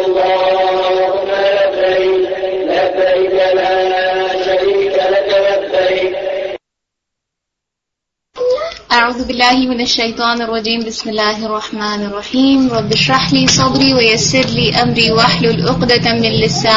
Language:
Urdu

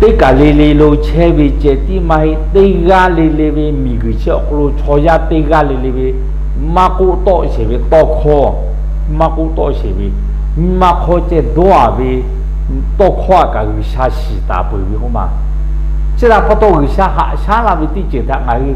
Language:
Lahu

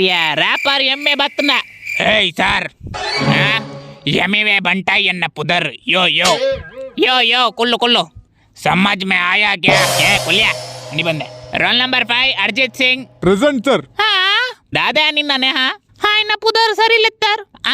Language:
Tulu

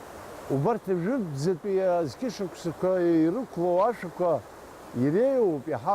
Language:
Abkhazian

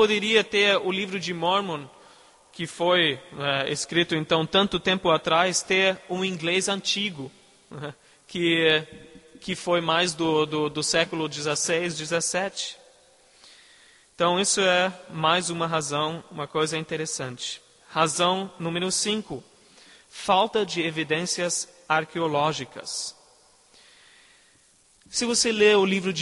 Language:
Portuguese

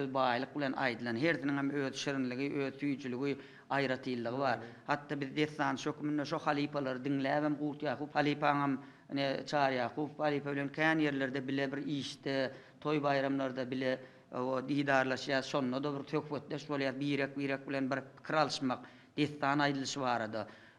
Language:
Turkmen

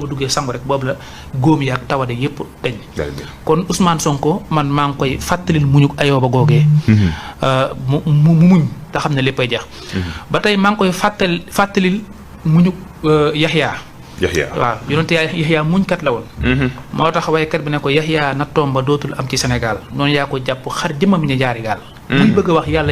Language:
Wolof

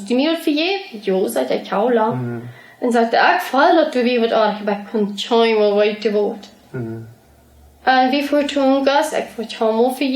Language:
Plautdietsch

